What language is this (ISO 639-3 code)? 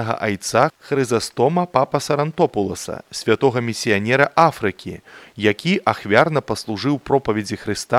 bel